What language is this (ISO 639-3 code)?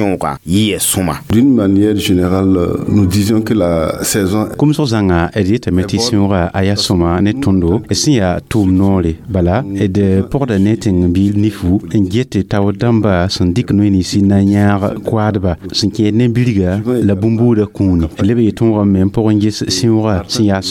mos